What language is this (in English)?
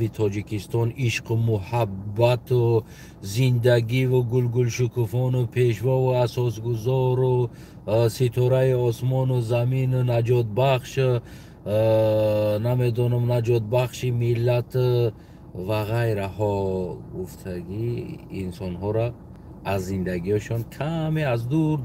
Tajik